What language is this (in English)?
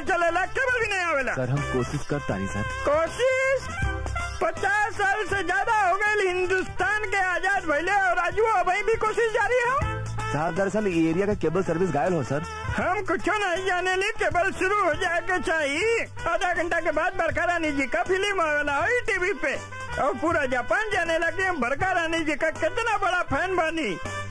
Bhojpuri